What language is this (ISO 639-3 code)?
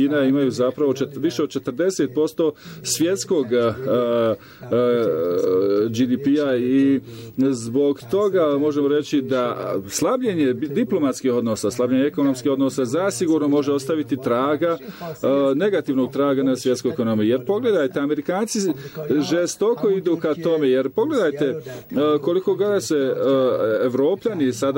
bos